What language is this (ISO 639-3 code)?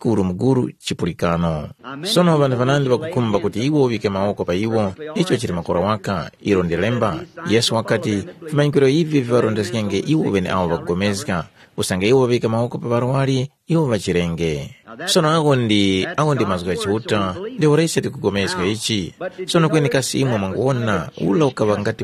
tum